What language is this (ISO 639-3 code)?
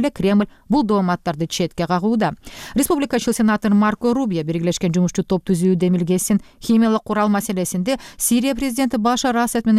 kir